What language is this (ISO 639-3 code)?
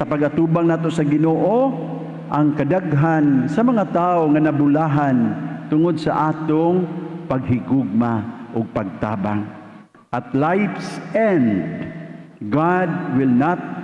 ceb